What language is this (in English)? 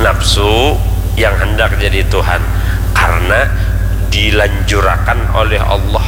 Banjar